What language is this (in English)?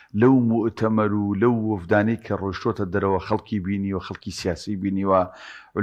Central Kurdish